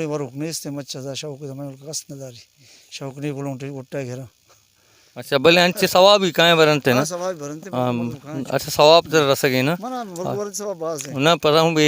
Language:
Baluchi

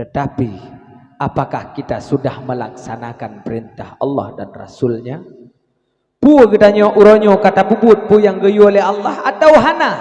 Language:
Achinese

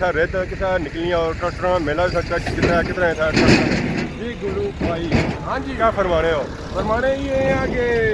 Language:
Pahari-Potwari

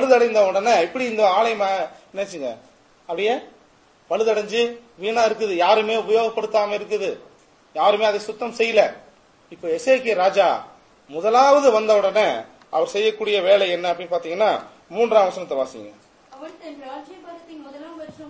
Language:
Tamil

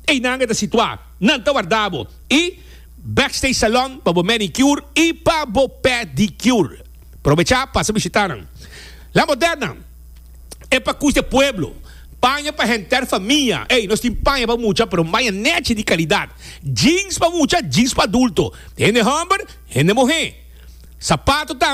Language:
Papiamento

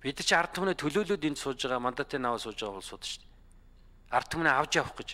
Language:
Mongolian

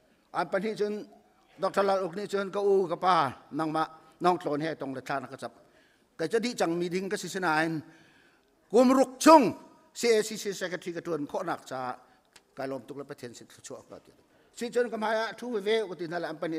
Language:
Hakha Chin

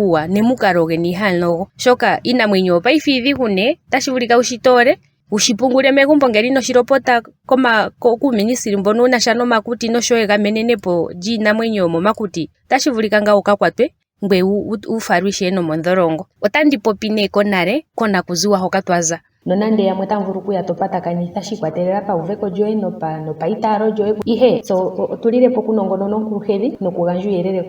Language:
Ndonga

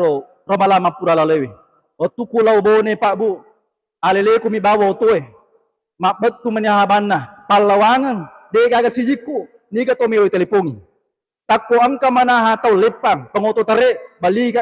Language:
Buginese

